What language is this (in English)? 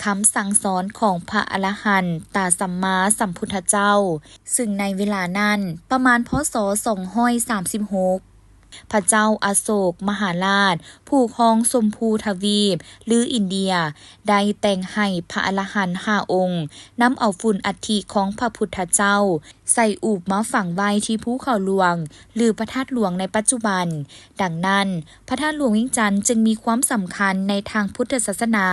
Lao